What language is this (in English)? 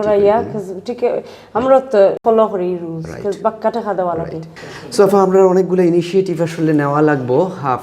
Sylheti